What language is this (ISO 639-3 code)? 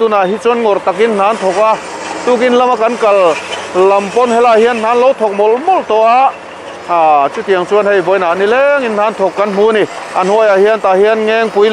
lus